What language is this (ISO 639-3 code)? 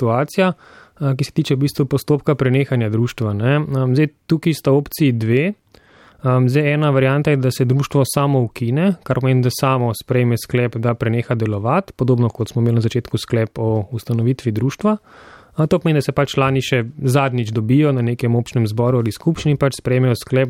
slv